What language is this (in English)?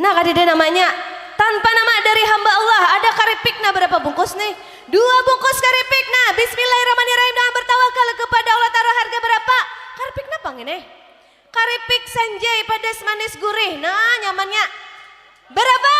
Banjar